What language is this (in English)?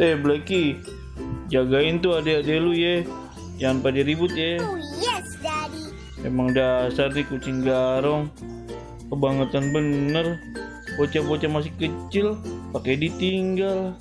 Betawi